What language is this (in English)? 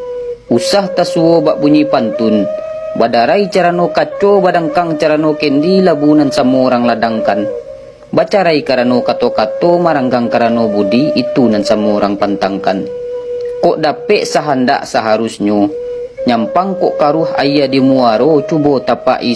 Minangkabau